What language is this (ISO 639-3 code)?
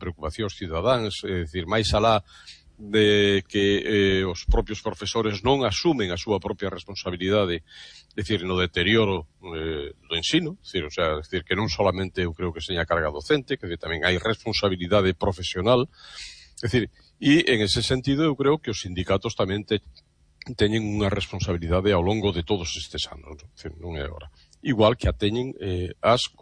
glg